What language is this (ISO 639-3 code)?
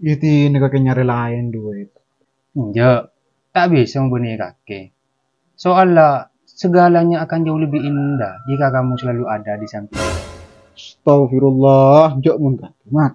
mad